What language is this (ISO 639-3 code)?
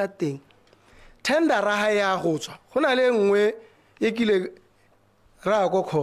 tsn